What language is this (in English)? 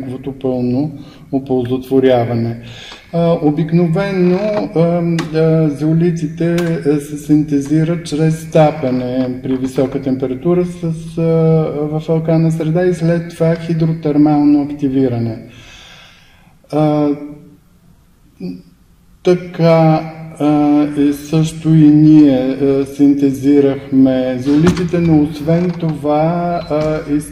Bulgarian